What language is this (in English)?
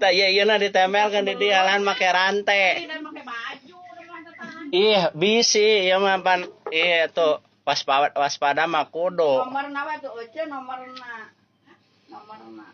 Sundanese